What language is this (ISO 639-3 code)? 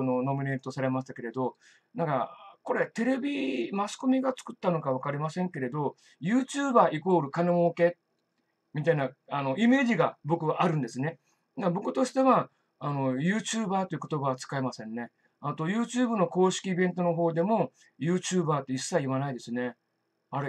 jpn